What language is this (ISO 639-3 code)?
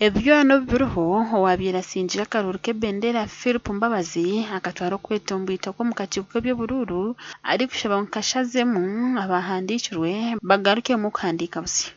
nyn